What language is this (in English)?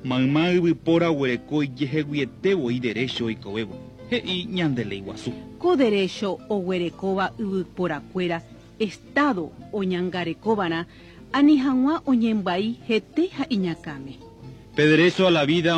Guarani